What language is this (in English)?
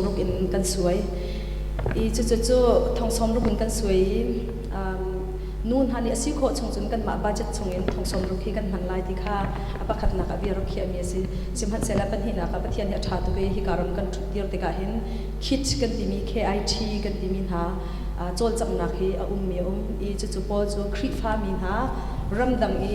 Hakha Chin